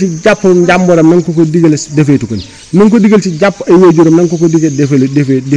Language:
Wolof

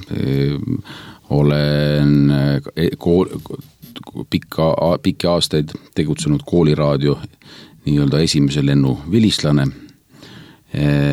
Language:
Estonian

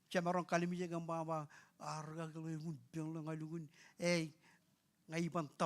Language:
Marshallese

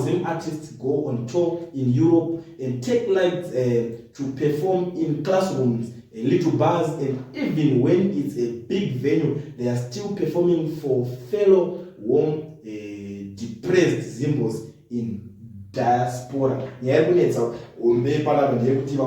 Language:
Shona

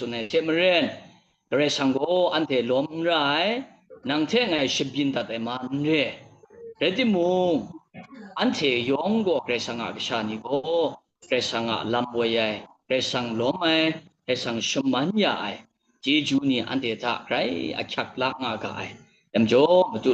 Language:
Kachin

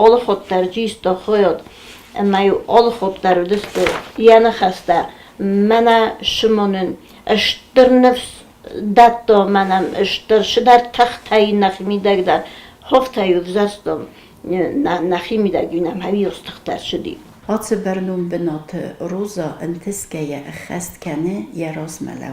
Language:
Ossetic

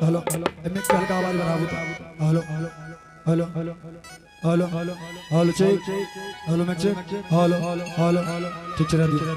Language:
Angika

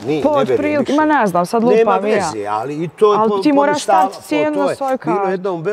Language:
Bosnian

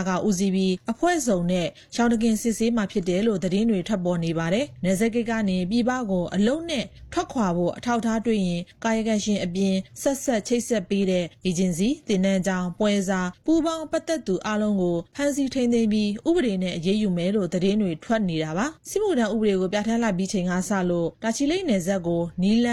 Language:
Burmese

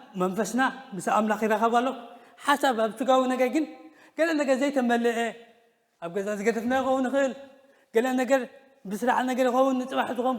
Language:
Tigrinya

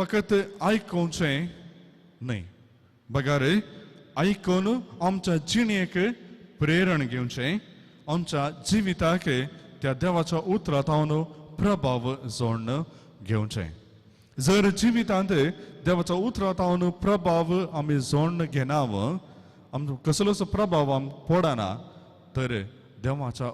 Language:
Konkani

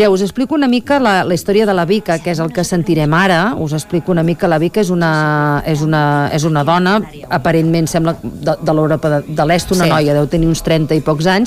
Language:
Catalan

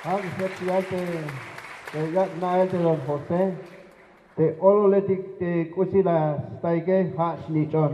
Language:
Tzeltal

